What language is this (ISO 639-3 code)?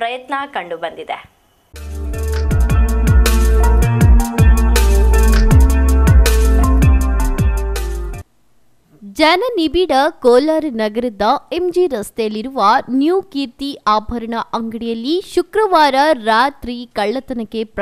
kan